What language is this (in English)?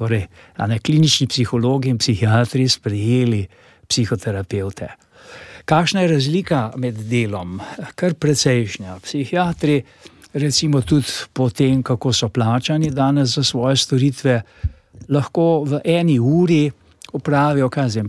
Slovenian